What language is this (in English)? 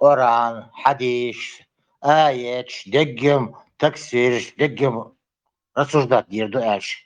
Chechen